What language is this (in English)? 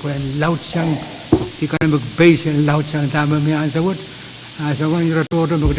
Pohnpeian